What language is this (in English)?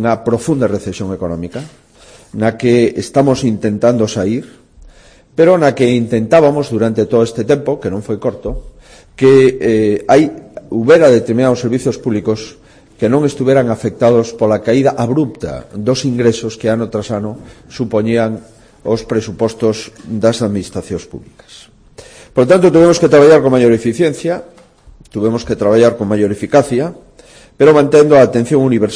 Galician